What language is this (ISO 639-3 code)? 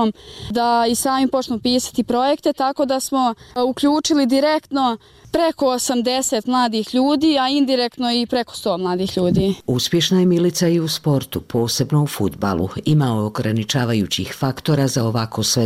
bos